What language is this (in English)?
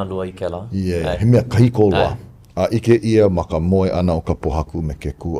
Hawaiian